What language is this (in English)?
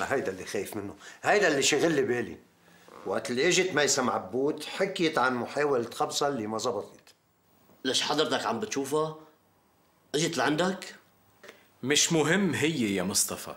North Levantine Arabic